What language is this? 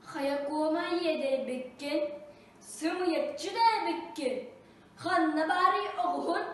Yakut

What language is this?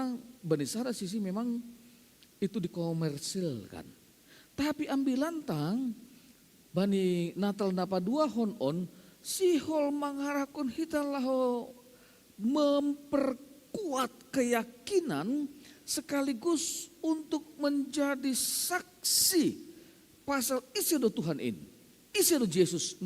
Batak Simalungun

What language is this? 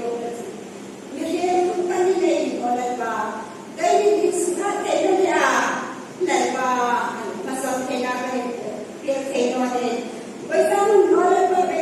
Hmar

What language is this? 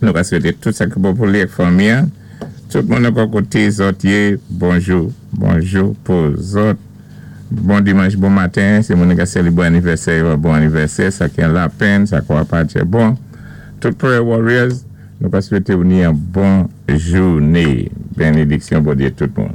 Saint Lucian Creole French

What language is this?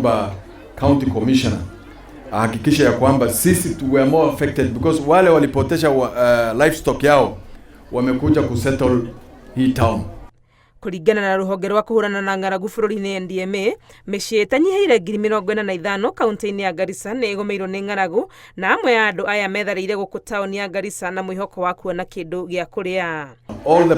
Kikuyu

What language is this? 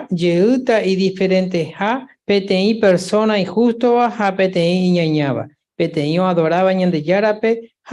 Guarani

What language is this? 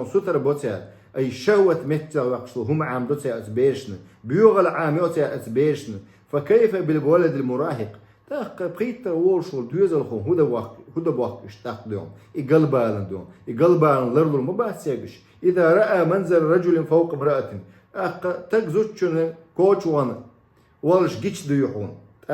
Chechen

